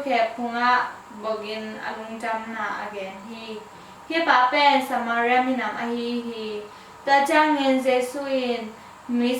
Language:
Tedim Chin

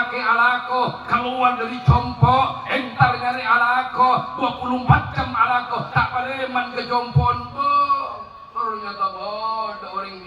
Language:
Madurese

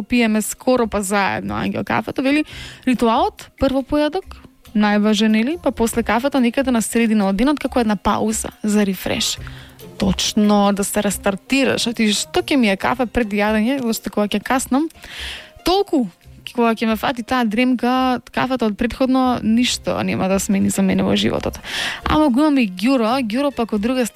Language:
Macedonian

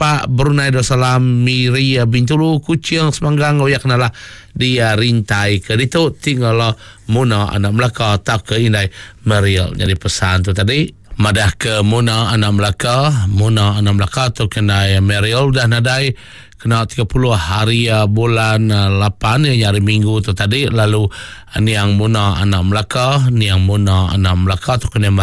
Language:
Iban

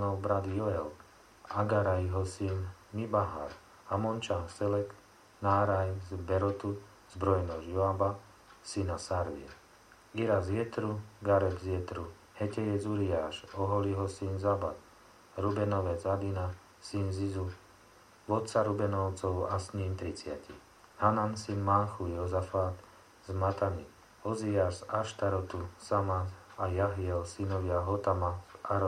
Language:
Slovak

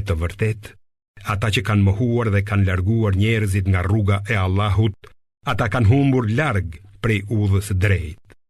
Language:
Albanian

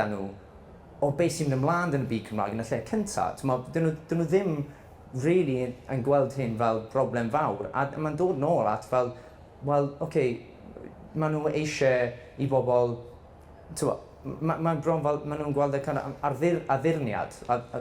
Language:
Welsh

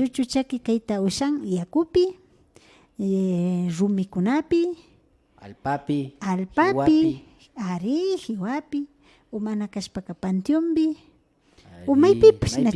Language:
Imbabura Highland Quichua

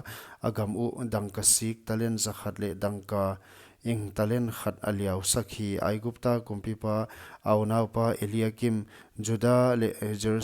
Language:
Paite Chin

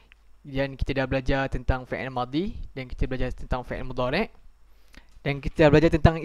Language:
Malay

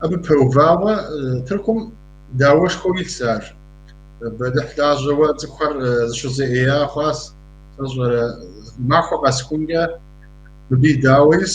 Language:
Kabardian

